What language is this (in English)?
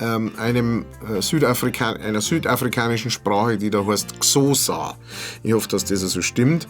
Bavarian